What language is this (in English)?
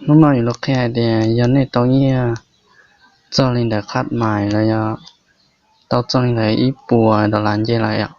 Hmong